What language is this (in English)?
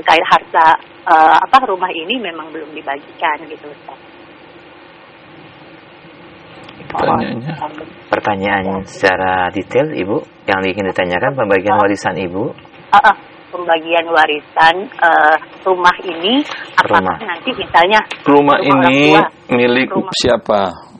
Indonesian